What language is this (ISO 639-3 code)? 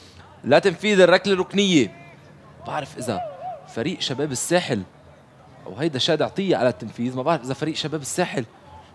apc